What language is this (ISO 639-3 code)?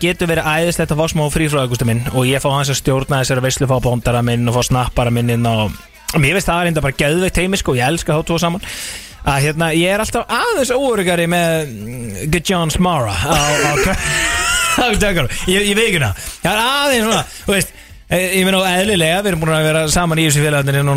isl